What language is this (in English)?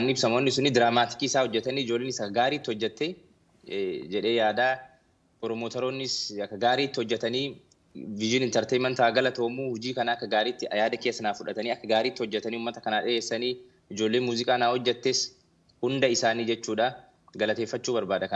Oromo